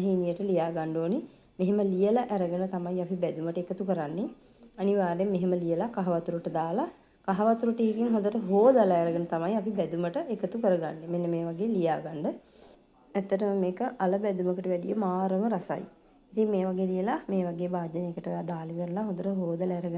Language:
Sinhala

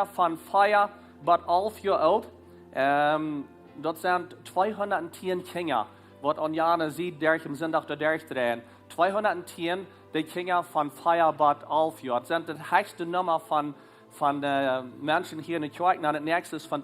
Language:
Plautdietsch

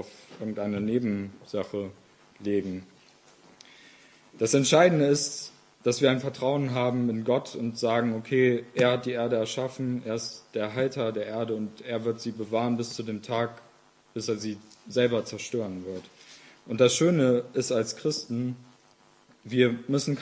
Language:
German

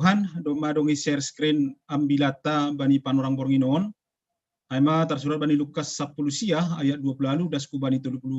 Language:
Batak Simalungun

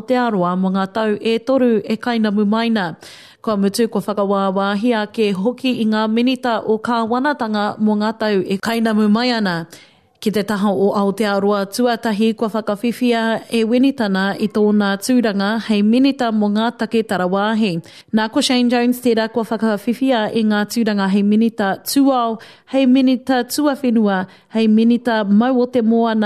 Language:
Māori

